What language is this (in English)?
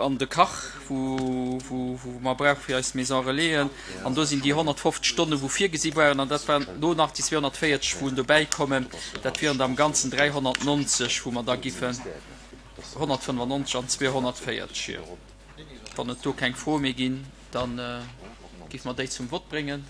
Luxembourgish